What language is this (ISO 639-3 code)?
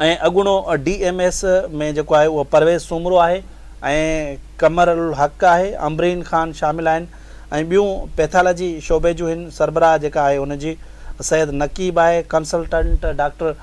snd